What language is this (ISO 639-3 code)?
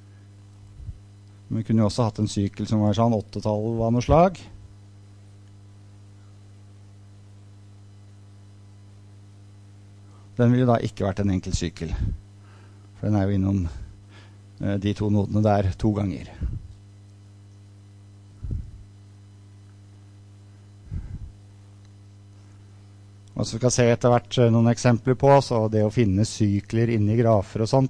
nor